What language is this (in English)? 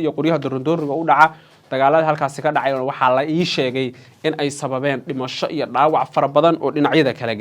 Somali